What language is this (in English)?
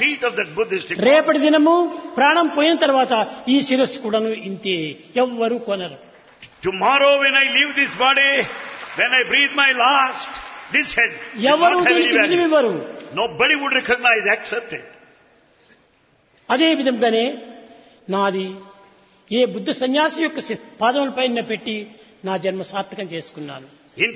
Telugu